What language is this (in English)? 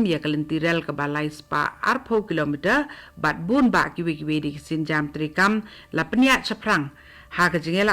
Khasi